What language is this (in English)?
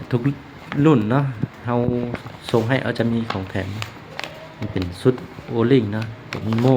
Lao